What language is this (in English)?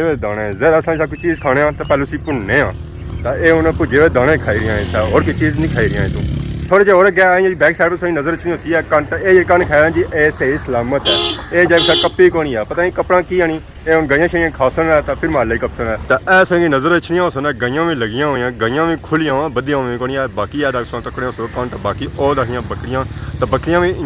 Pahari-Potwari